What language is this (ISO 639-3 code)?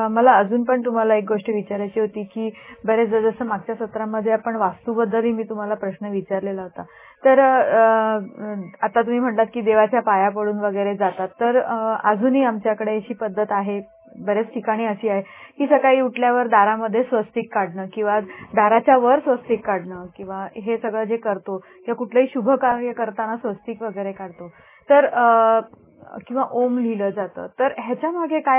mar